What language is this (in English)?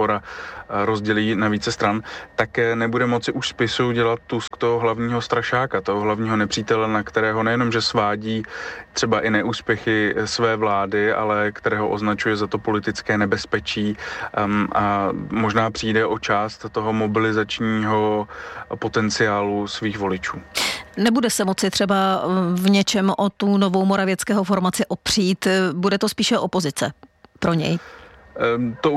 Czech